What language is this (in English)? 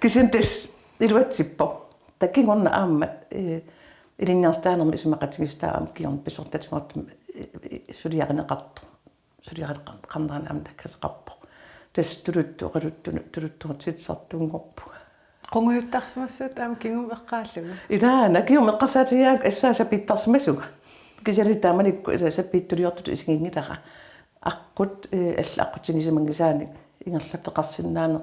Kalaallisut